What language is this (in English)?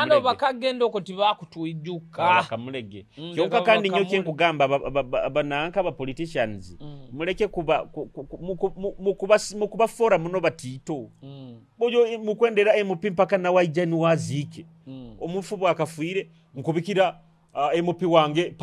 Nyoro